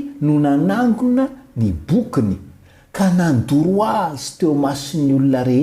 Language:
Malagasy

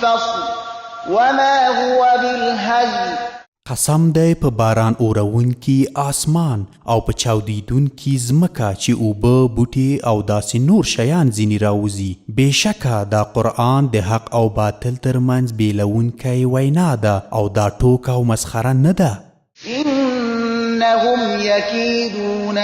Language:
Pashto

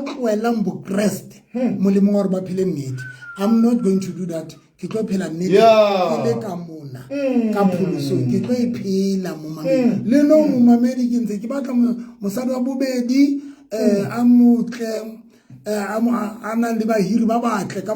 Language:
Southern Sotho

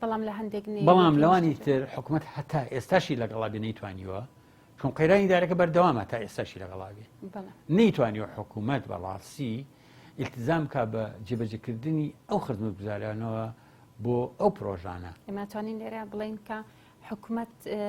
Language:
Central Kurdish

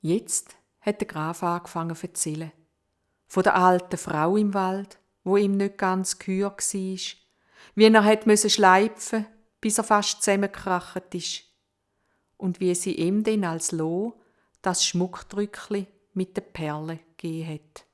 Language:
Swiss German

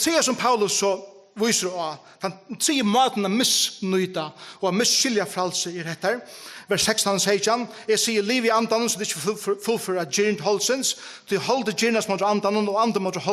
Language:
Faroese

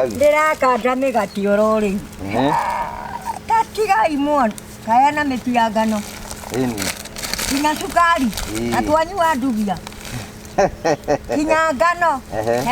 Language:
Kikuyu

